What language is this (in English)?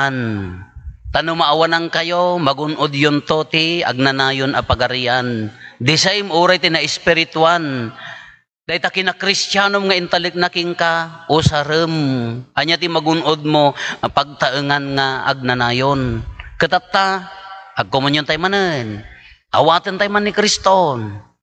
Iloko